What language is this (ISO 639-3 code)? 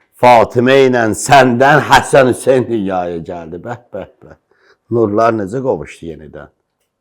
aze